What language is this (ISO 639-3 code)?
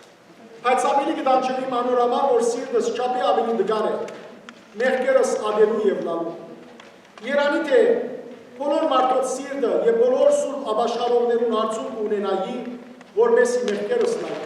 hyw